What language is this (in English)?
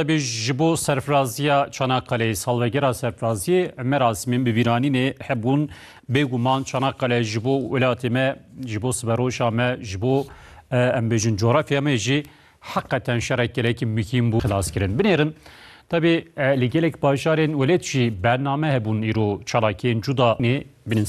Kurdish